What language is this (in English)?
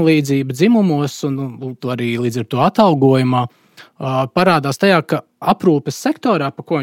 Latvian